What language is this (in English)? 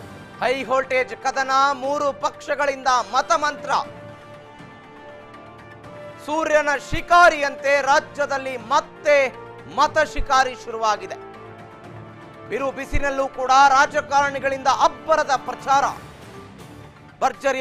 Kannada